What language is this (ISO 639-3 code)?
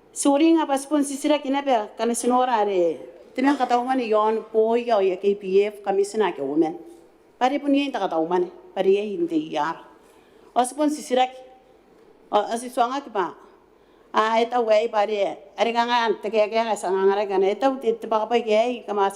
gil